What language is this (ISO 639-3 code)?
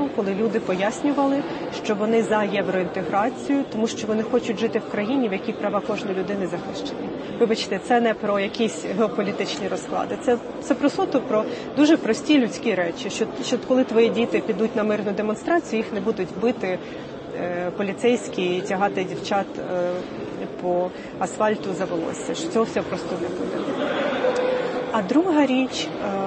ukr